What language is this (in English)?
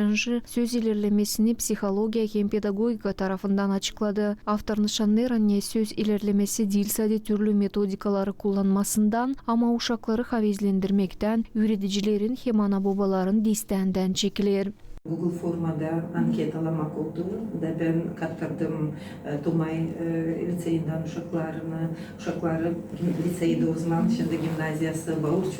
Gagauz